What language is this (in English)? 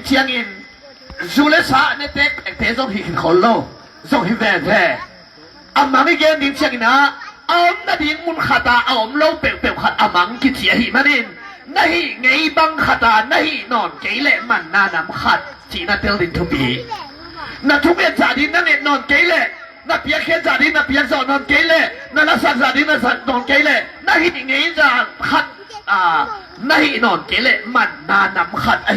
Tedim Chin